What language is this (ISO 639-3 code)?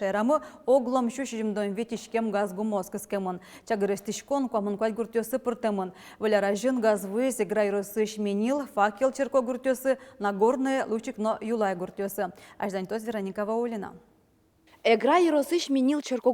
udm